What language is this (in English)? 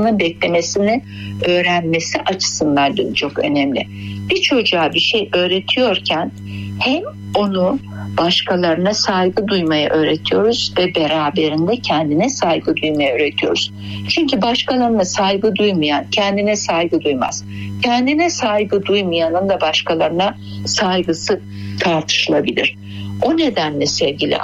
Turkish